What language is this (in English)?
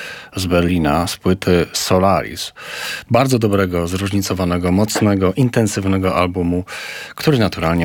Polish